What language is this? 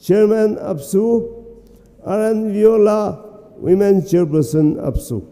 Tangkhul Naga (India)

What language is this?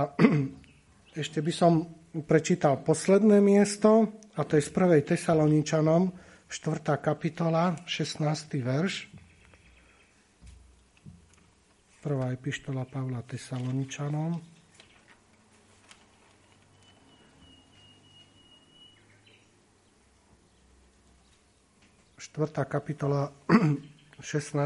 Slovak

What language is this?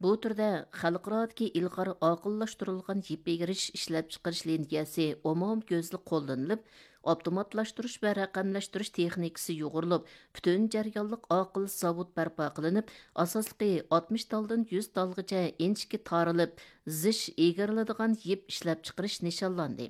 Uyghur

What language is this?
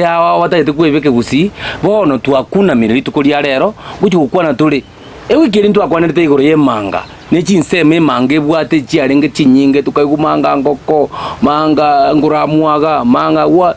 Gusii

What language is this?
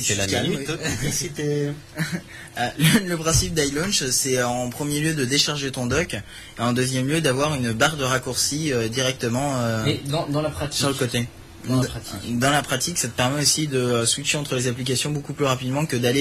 French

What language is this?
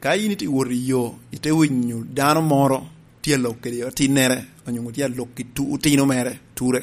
Lango (Uganda)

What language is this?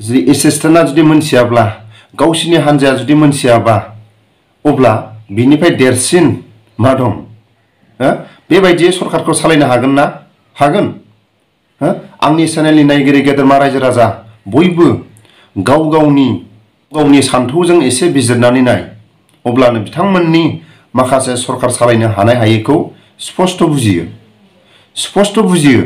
Bodo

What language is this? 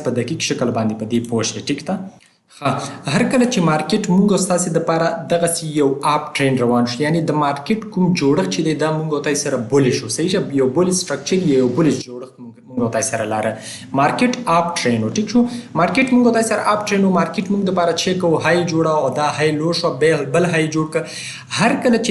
Pashto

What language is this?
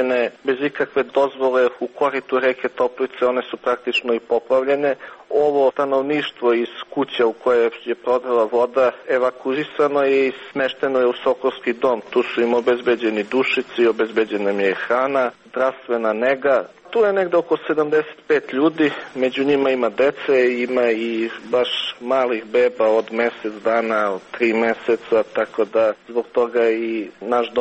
Serbian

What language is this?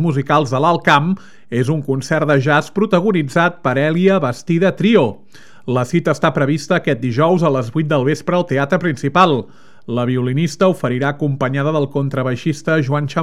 Catalan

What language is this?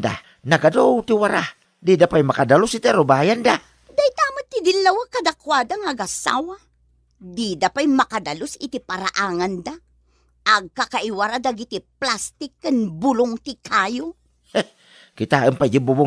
Iloko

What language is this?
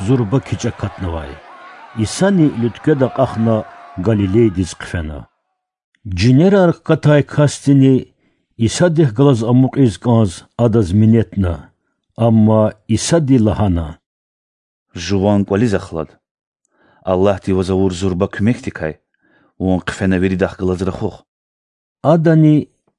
Lezghian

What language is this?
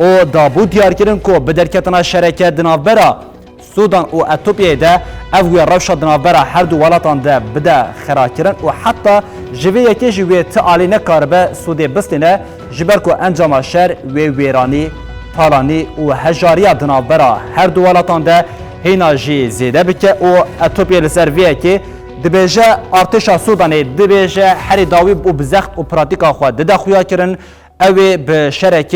Kurdish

